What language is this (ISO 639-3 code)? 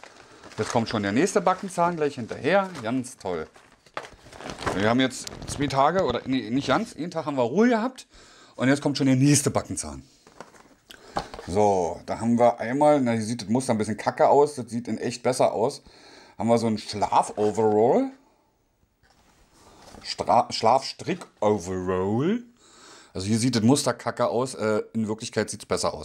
deu